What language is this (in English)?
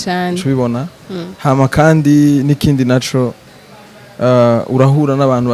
Rundi